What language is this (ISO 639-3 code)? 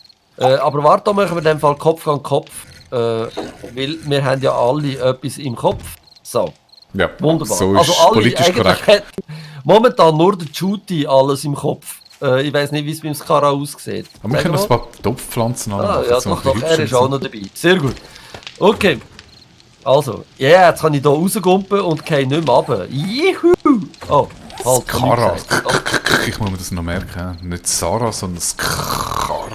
gsw